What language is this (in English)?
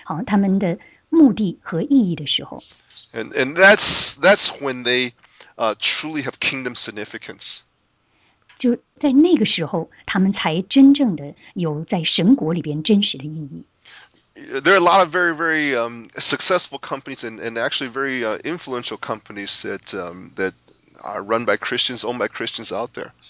Chinese